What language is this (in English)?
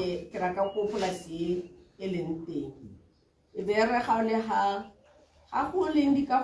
Tswana